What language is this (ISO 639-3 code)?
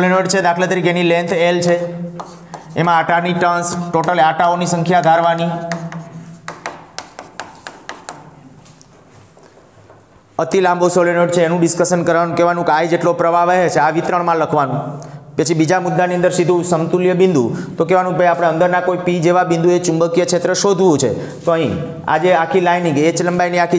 guj